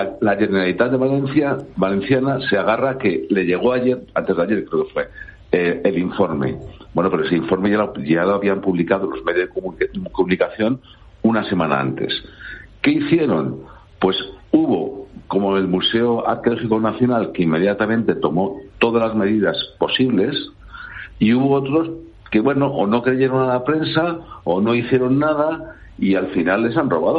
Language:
Spanish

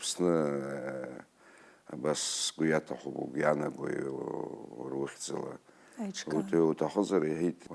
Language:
Abkhazian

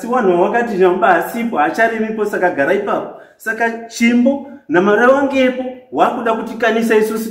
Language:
Shona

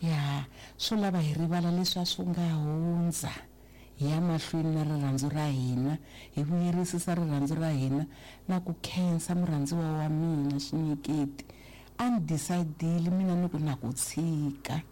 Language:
Tsonga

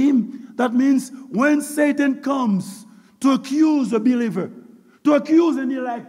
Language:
Haitian Creole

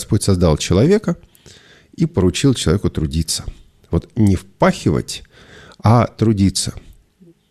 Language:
Russian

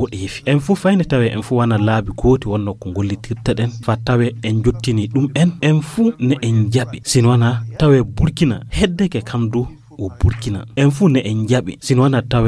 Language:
Fula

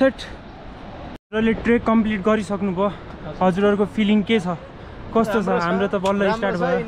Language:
Nepali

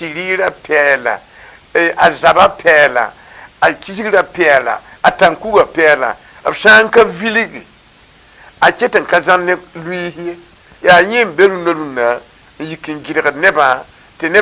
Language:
Mossi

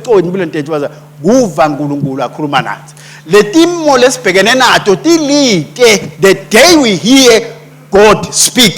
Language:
Swati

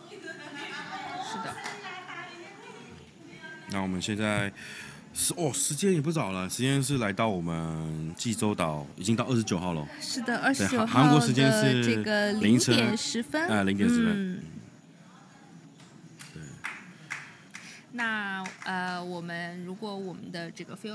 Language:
Chinese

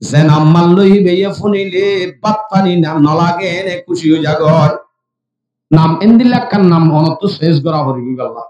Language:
Rohingya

